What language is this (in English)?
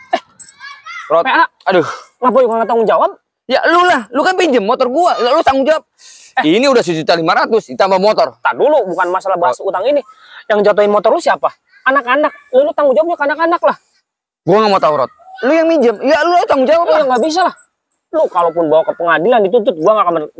Betawi